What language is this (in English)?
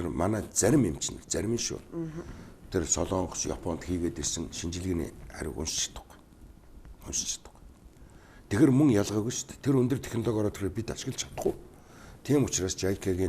Mongolian